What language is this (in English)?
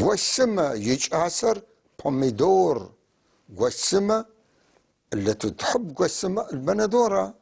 North Levantine Arabic